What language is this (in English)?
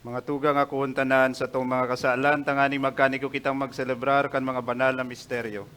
Bikol